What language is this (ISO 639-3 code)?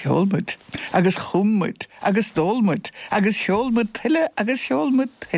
gle